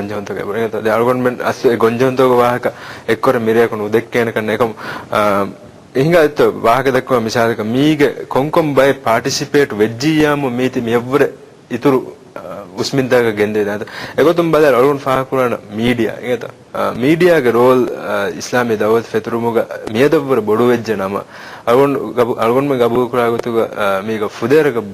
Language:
Divehi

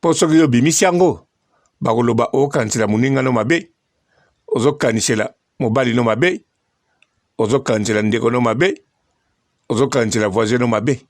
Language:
Lingala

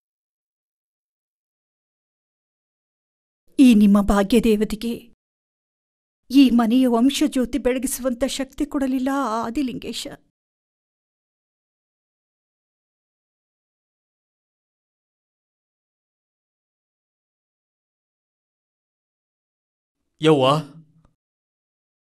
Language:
Kannada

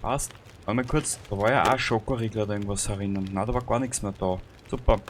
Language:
Bavarian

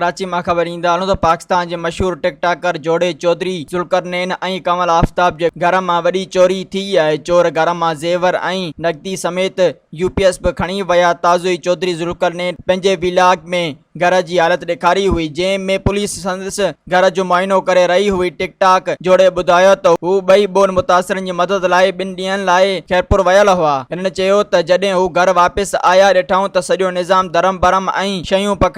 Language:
Sindhi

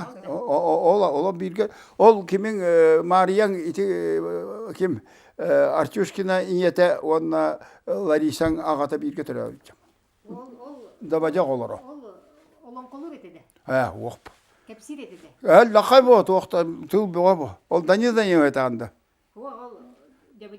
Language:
Yakut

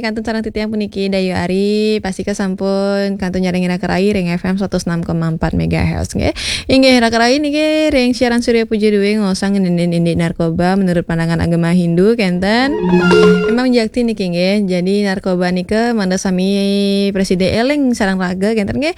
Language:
Balinese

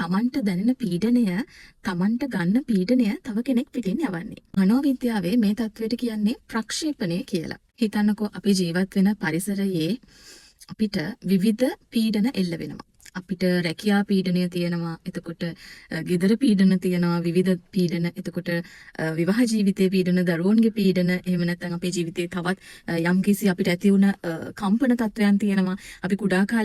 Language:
Sinhala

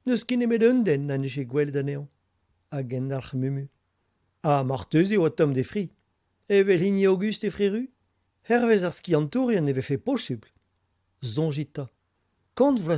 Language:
Breton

